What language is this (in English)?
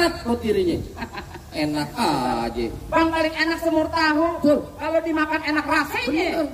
Betawi